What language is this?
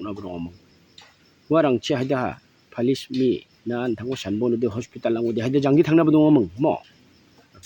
Garo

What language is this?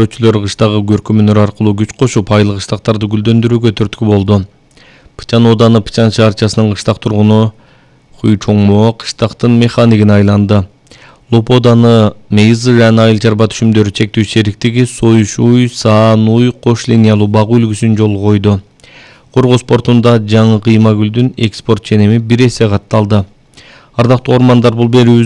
Kyrgyz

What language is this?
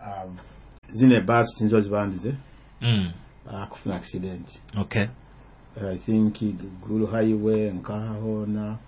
Nyoro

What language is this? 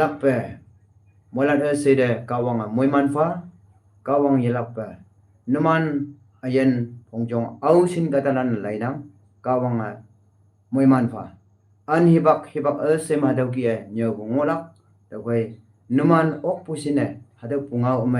Konyak Naga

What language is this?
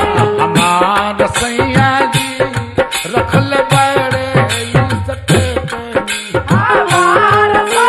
Bhojpuri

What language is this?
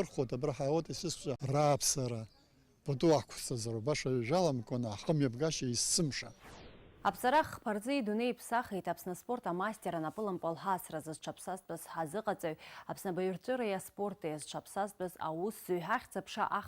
Abkhazian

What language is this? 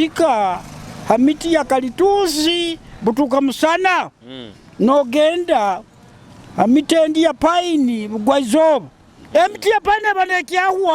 Nyoro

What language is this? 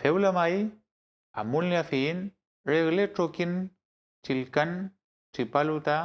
Mapuche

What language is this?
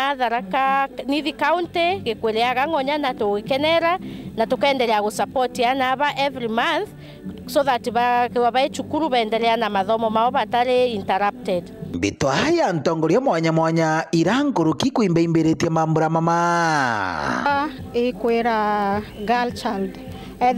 Meru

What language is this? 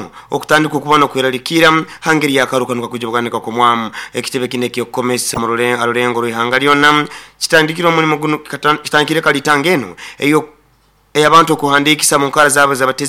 Nyoro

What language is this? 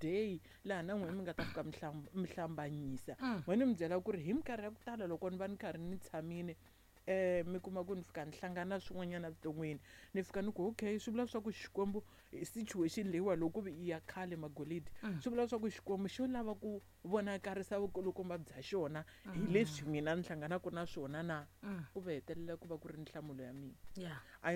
Tsonga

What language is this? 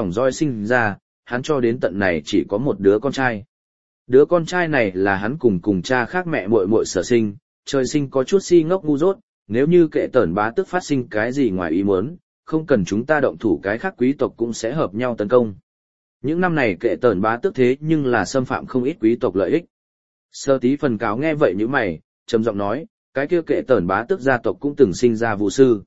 Vietnamese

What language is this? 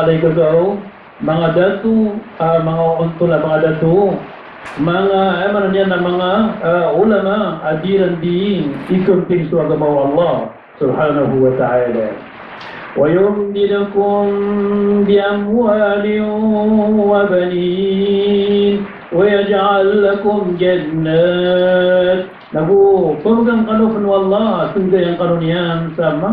Maranao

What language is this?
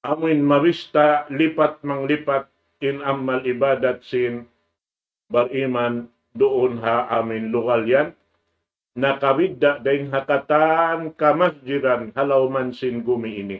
Tausug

